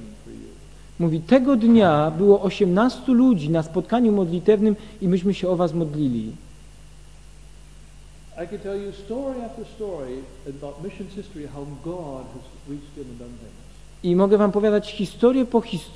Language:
Polish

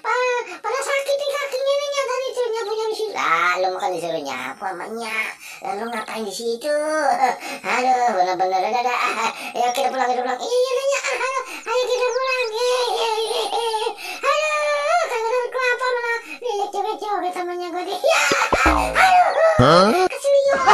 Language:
Betawi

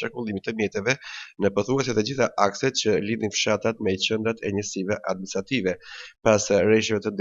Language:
Albanian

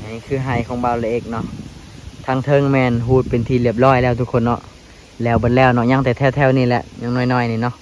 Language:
Lao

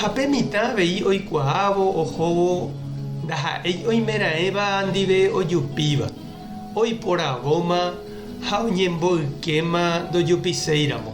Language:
Guarani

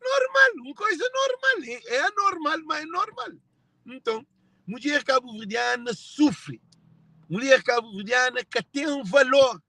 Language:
Kabuverdianu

